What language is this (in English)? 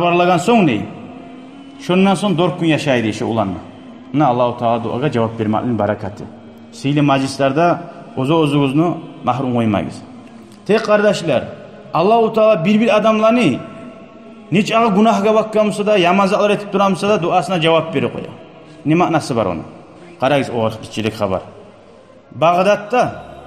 Kumyk